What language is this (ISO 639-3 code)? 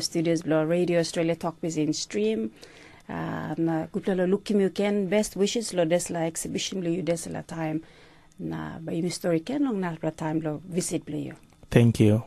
tpi